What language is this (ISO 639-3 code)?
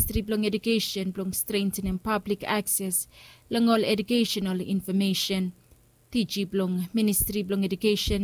bis